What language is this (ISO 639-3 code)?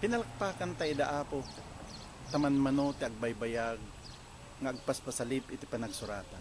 ilo